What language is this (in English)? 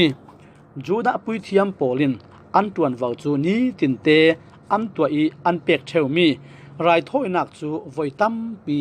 Falam Chin